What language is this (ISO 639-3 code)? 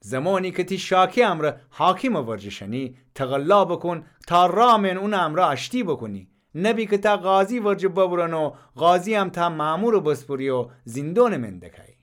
glk